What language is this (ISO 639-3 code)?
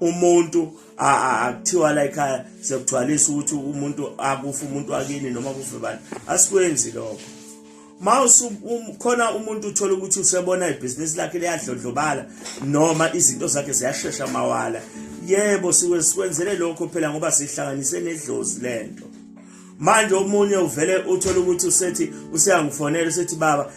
zul